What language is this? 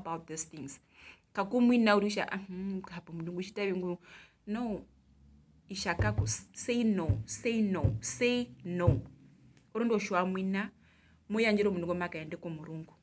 Herero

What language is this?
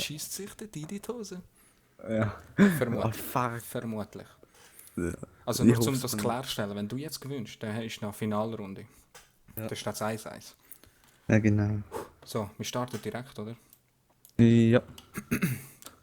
Swiss German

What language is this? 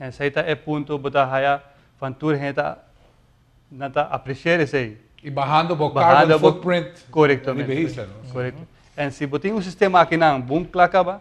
Papiamento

